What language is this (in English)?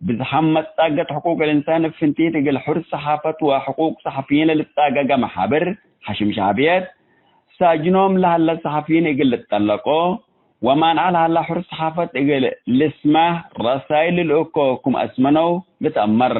Tigre